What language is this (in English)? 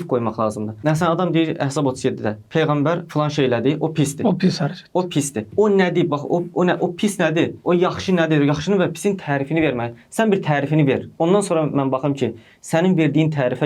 Azerbaijani